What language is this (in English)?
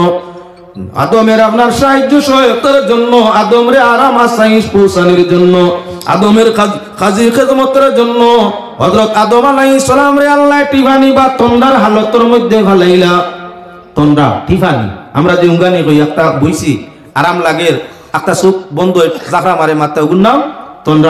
Sylheti